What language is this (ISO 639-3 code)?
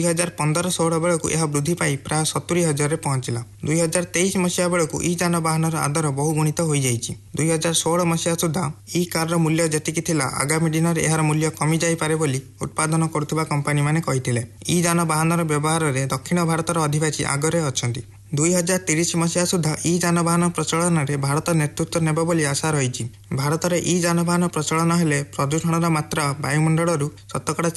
ori